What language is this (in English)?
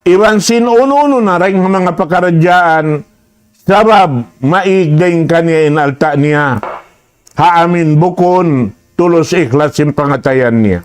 Tausug